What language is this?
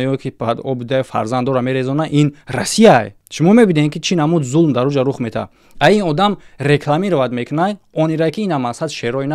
Tajik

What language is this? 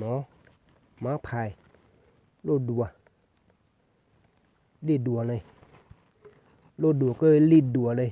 Akha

